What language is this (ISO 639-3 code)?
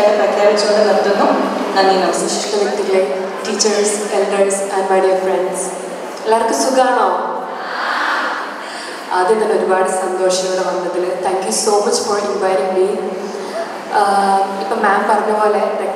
mal